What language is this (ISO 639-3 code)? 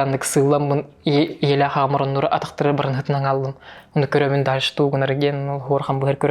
sah